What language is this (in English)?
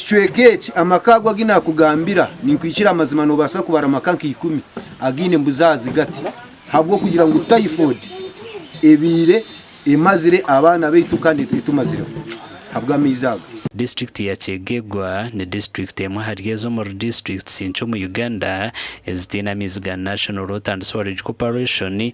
Nyankole